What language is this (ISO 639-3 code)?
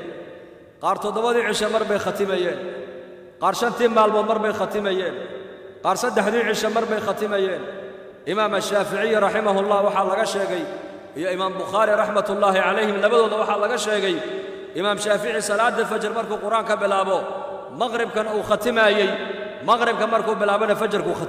som